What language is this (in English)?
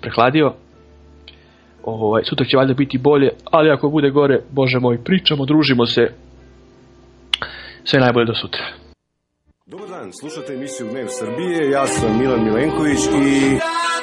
Serbian